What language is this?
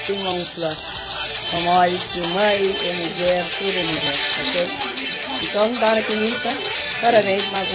Kabuverdianu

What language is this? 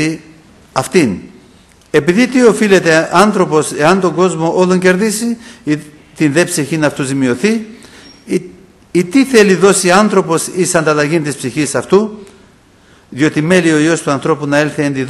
Greek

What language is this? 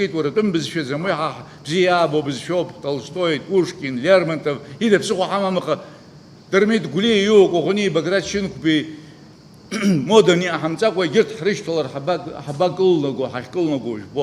Abkhazian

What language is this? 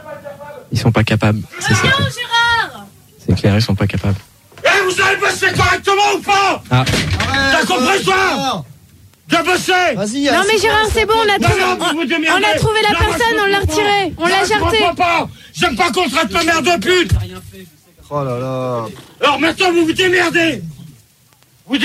French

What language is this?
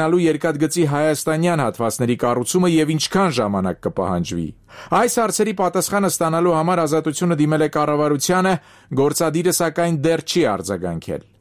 Armenian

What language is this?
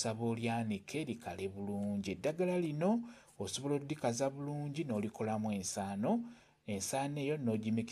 Ganda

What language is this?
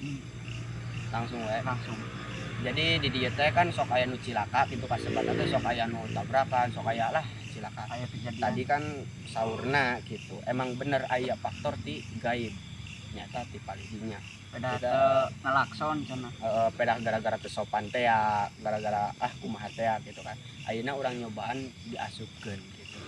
Sundanese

